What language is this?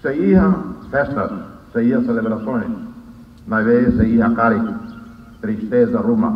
Tetum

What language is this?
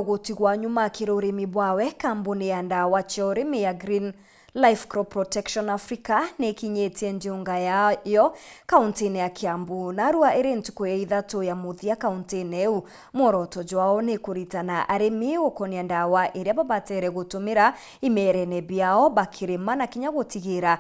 Meru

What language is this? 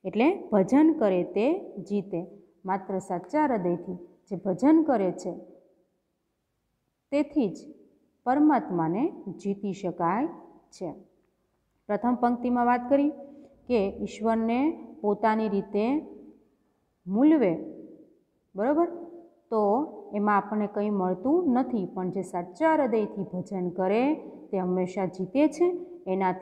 Gujarati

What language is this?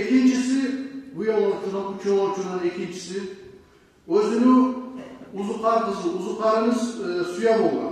Kumyk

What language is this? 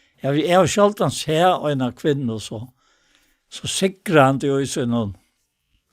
Faroese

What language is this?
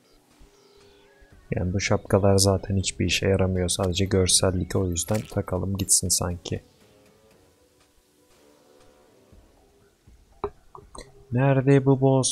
Turkish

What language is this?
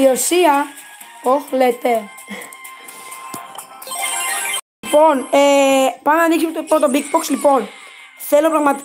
Greek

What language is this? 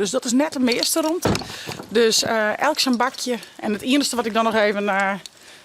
Western Frisian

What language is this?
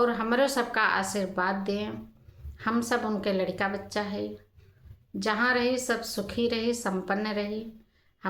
Awadhi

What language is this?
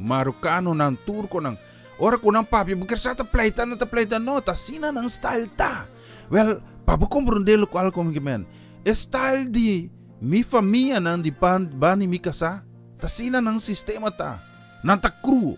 Papiamento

